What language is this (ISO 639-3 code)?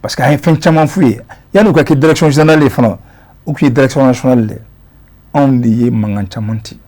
bam